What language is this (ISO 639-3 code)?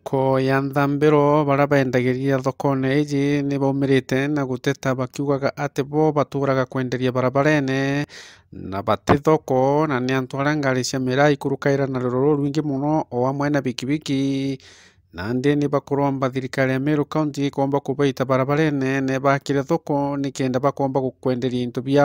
mer